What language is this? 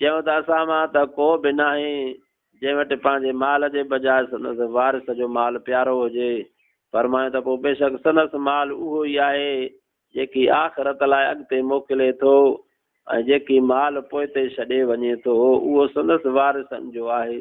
Sindhi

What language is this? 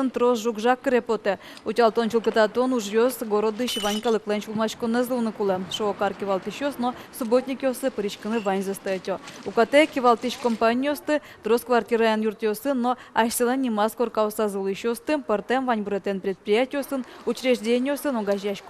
Udmurt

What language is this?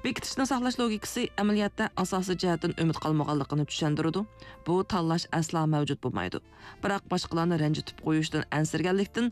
Uyghur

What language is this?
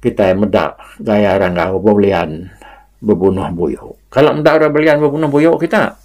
Iban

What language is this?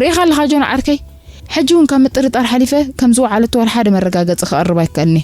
Tigrinya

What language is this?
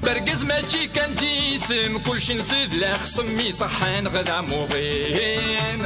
Kabyle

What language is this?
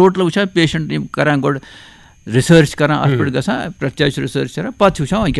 Kashmiri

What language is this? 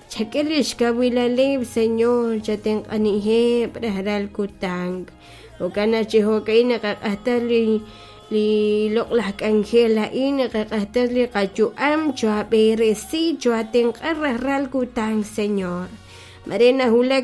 Kekchí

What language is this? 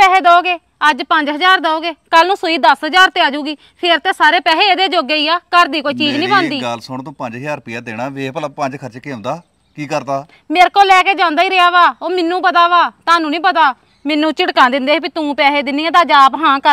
Punjabi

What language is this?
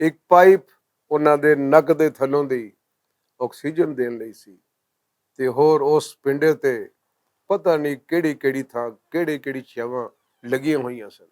Western Panjabi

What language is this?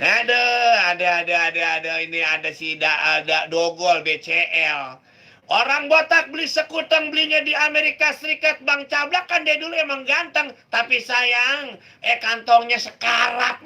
Betawi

